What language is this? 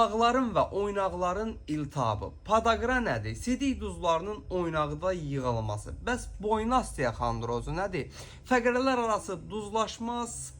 Azerbaijani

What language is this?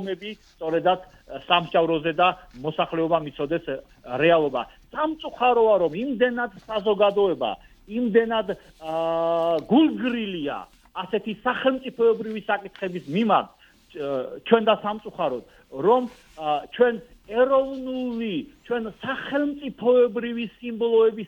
Georgian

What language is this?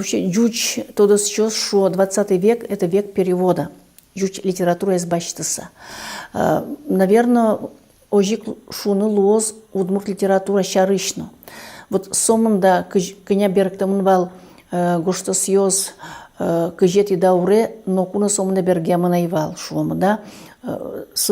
Udmurt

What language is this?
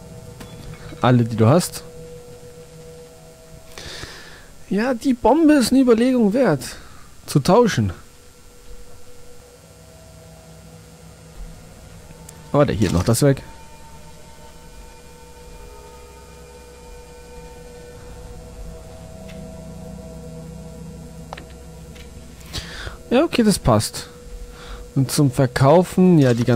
German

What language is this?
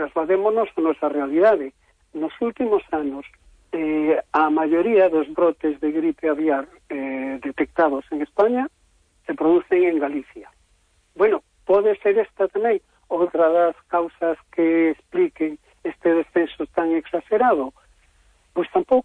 Galician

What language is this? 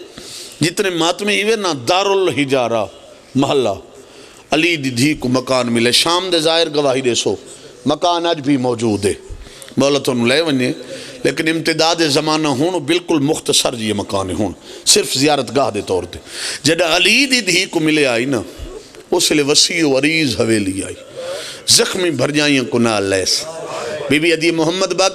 Pahari-Potwari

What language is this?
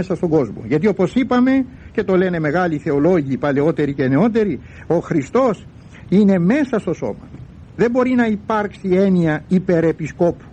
Greek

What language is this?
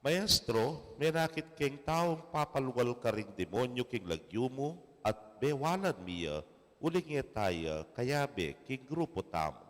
Pampanga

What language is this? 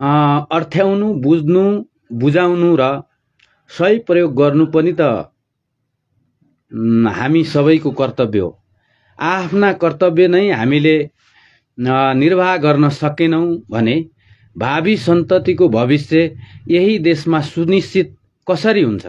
Nepali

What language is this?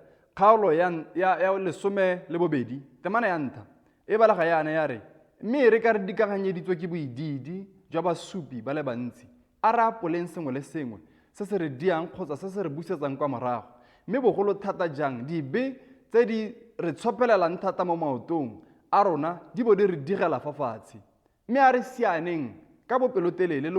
Tswana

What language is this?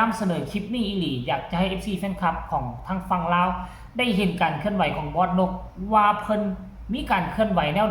Northeastern Thai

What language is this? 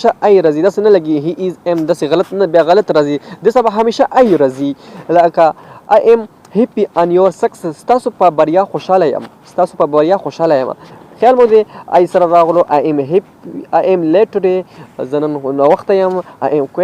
Pashto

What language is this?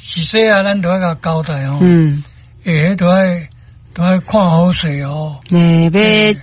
Min Nan Chinese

